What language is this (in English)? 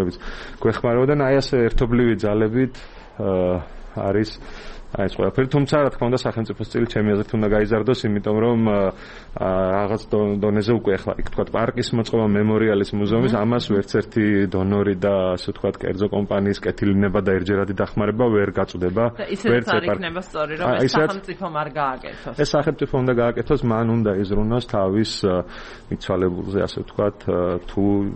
Georgian